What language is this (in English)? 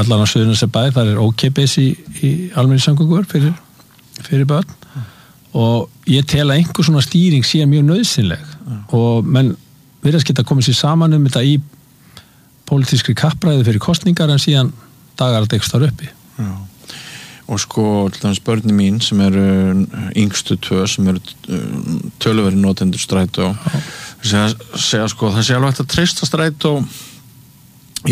Icelandic